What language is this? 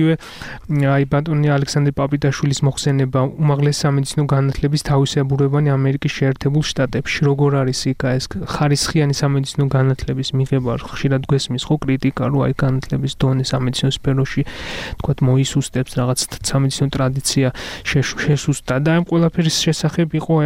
Georgian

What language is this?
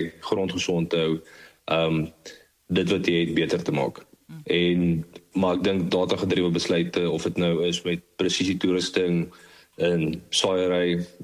Afrikaans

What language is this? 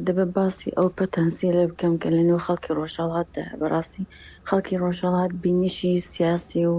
Kurdish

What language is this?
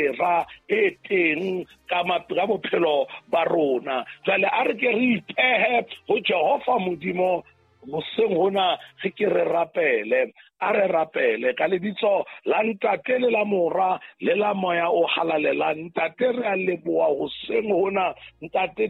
Southern Sotho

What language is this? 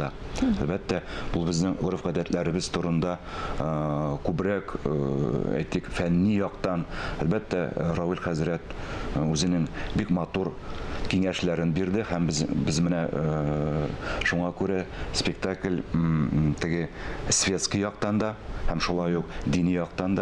Tatar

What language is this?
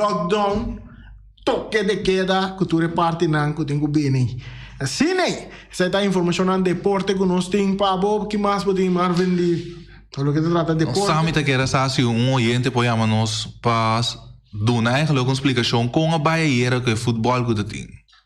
Papiamento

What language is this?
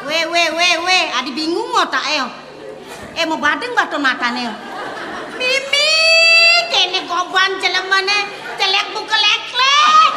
Balinese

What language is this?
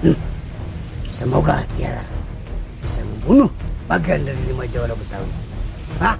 Betawi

